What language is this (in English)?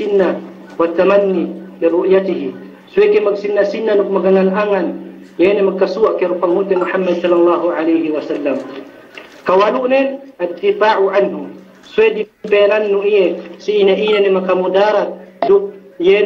Yakan